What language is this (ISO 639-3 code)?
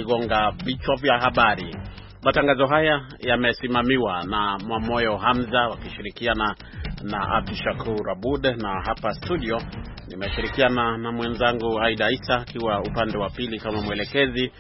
swa